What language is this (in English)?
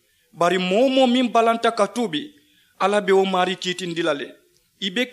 Mandingo